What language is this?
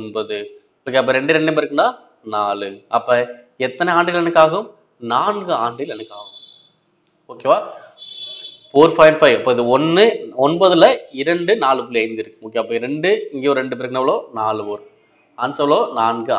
Tamil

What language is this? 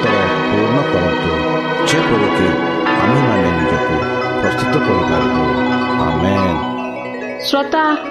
Odia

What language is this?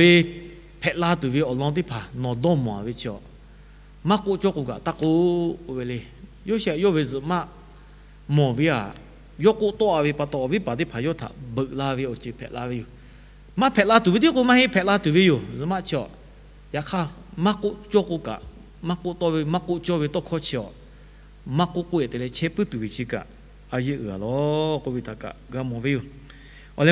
Lahu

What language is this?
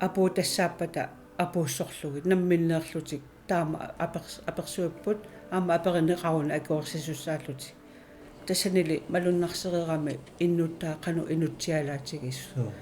Kalaallisut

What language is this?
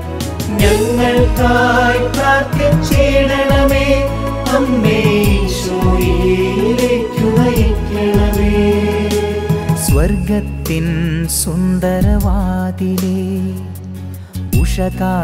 Malayalam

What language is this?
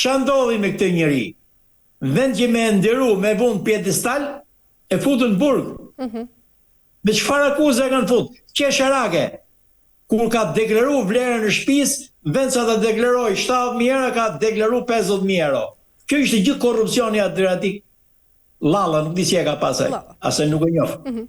Albanian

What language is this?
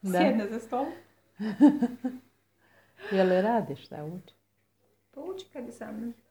Croatian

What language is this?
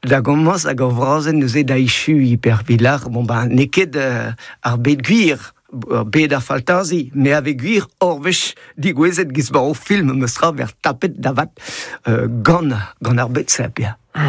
Breton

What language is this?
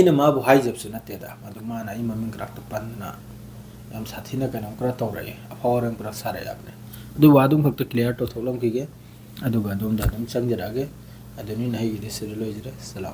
Manipuri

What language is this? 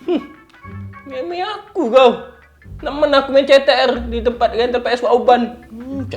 Musi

